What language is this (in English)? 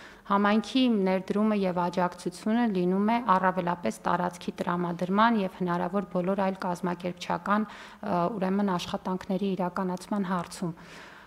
Armenian